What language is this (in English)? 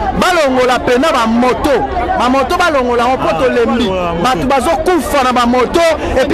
Lingala